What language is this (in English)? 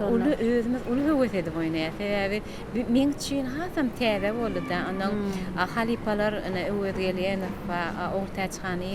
Turkmen